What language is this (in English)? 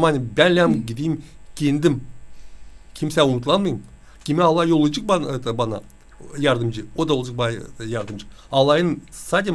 Gagauz